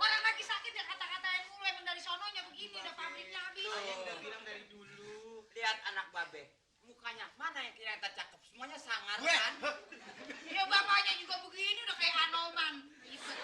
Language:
Betawi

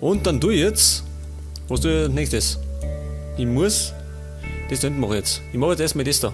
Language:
Bavarian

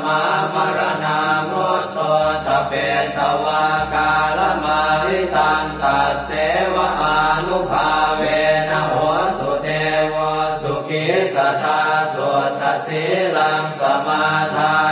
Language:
Pali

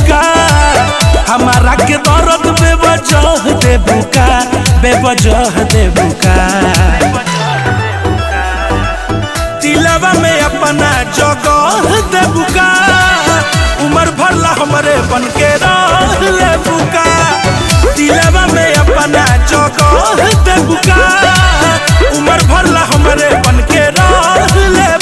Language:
Bhojpuri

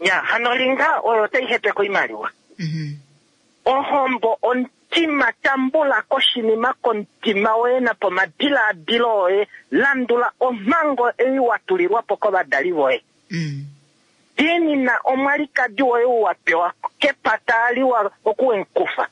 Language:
Kuanyama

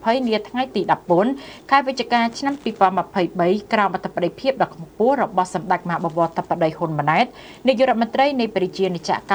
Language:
Khmer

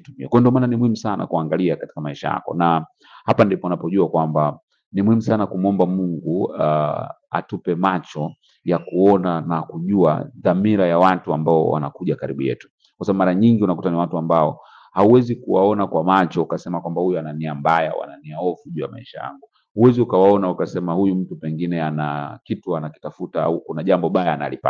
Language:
Swahili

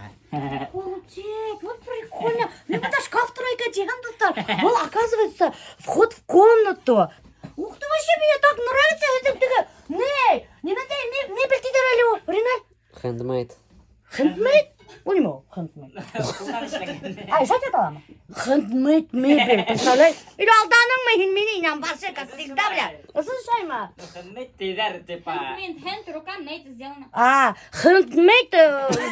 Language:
Bashkir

